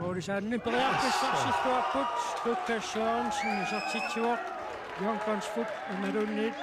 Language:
Kalaallisut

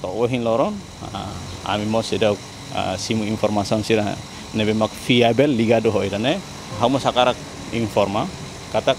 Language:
Tetum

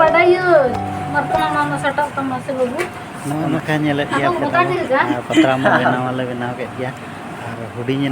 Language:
Santali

